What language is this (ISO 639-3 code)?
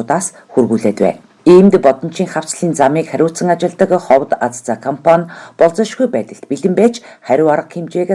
mon